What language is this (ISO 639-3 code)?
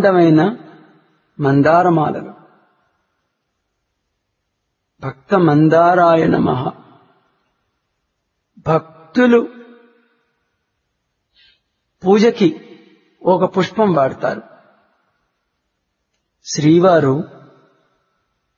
tel